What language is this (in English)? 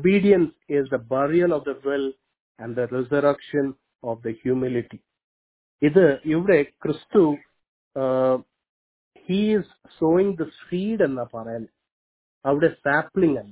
Malayalam